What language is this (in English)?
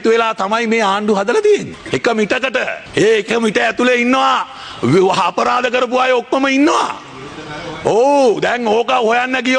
Sinhala